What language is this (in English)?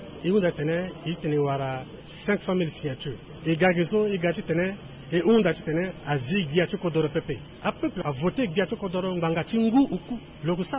Sango